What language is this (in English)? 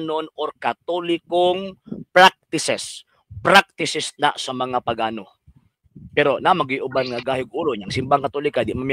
Cebuano